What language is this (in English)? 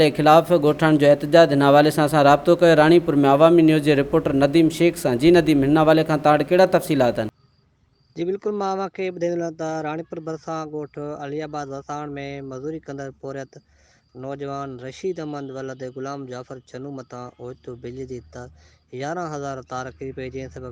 Sindhi